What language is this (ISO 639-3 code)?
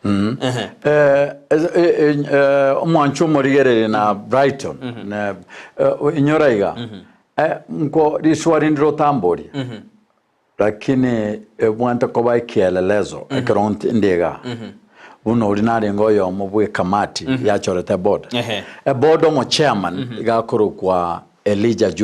guz